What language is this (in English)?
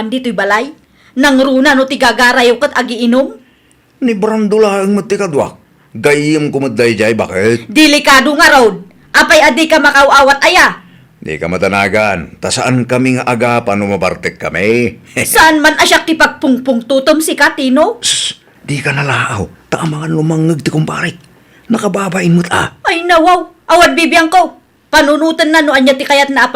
Iloko